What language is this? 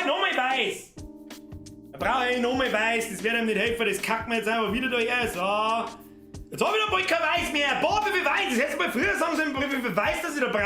Bavarian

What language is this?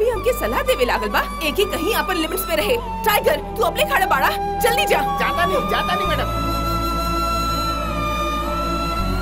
Bhojpuri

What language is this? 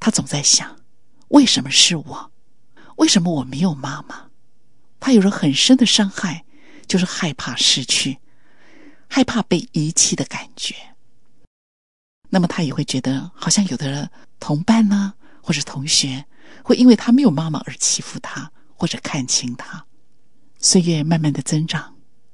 Chinese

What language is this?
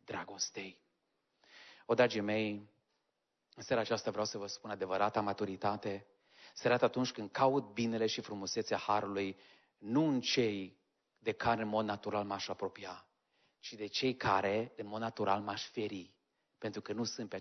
Romanian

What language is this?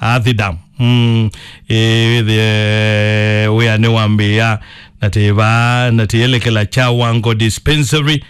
Kamba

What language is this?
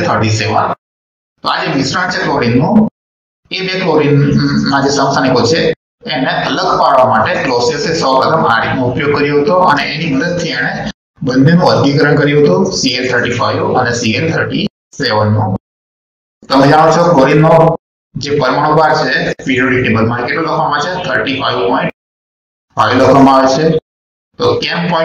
Gujarati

